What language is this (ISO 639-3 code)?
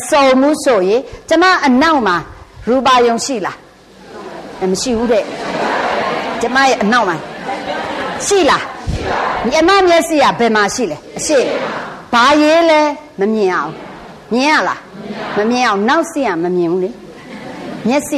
mya